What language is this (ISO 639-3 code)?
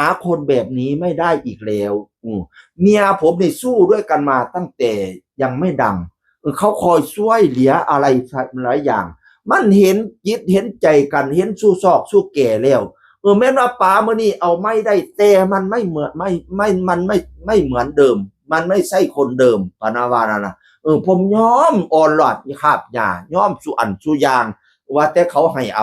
tts